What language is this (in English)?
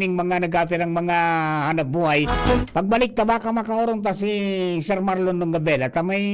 Bikol